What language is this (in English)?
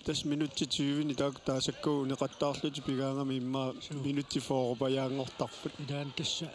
Kalaallisut